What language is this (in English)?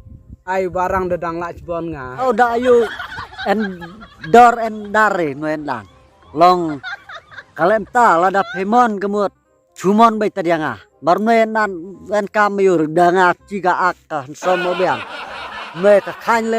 Khasi